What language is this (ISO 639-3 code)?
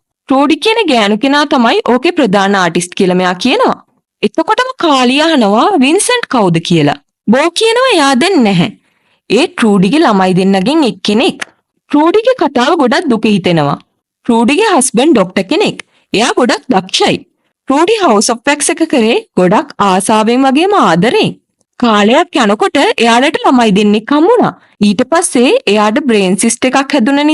sin